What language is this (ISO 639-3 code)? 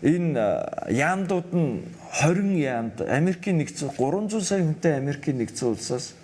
mon